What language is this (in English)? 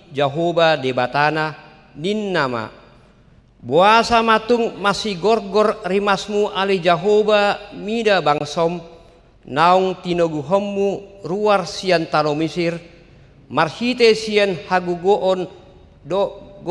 Batak Toba